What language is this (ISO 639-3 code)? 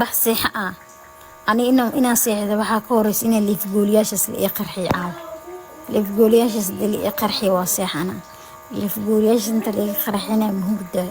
som